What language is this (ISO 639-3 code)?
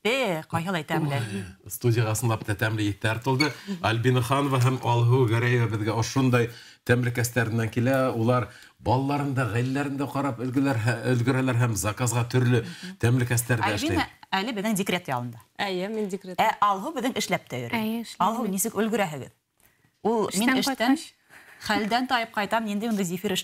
bak